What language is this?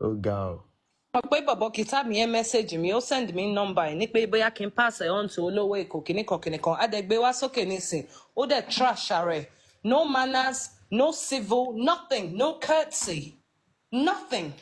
Yoruba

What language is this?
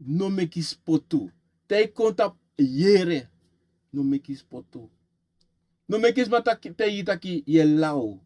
Sranan Tongo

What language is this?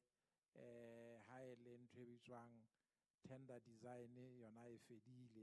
Southern Sotho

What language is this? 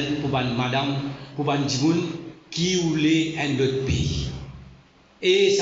Morisyen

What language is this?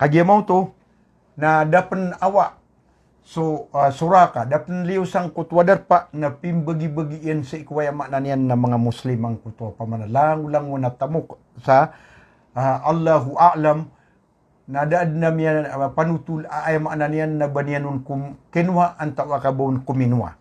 Maranao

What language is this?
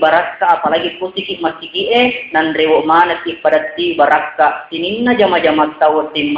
Buginese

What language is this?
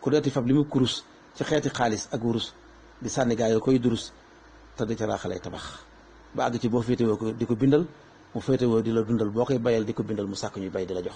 Wolof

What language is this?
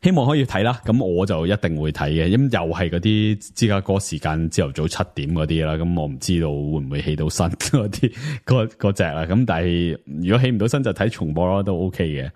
Cantonese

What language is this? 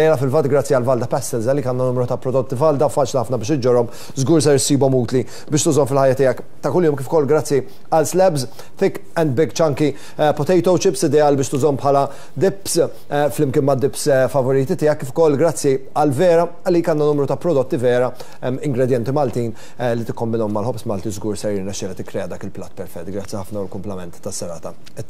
Maltese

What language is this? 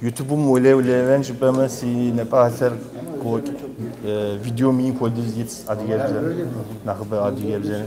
Kabardian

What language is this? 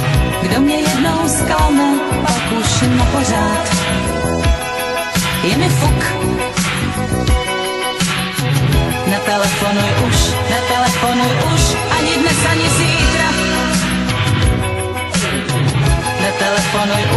Czech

